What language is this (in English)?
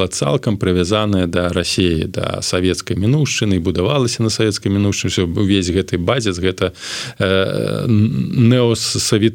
Belarusian